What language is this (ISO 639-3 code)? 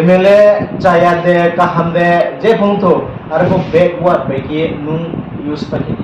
ria